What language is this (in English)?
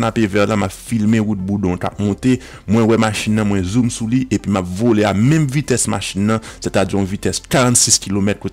Haitian Creole